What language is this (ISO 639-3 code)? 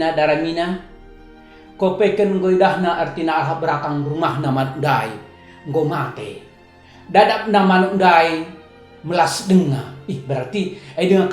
btx